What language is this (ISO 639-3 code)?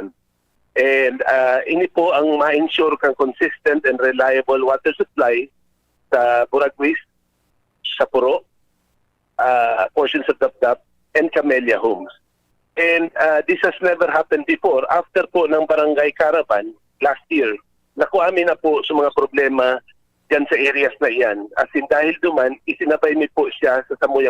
bik